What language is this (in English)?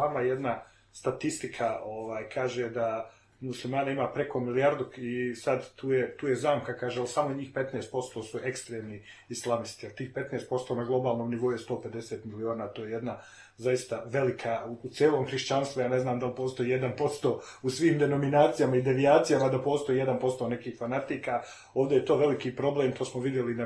Serbian